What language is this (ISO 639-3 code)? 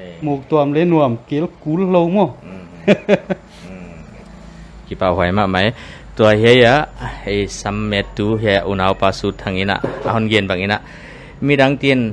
pck